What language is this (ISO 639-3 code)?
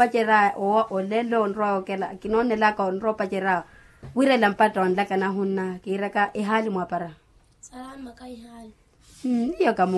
vmw